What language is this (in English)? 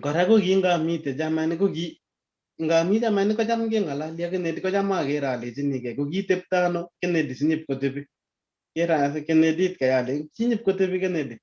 Kalenjin